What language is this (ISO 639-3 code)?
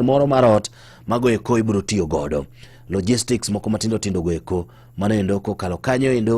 luo